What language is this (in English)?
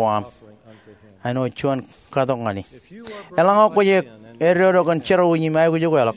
Marshallese